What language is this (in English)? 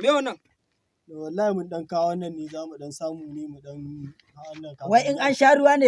Hausa